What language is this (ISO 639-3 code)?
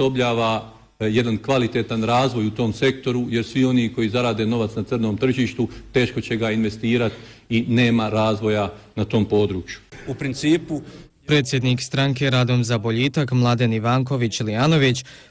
bos